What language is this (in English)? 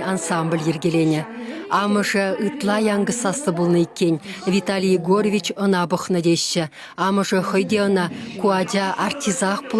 Chuvash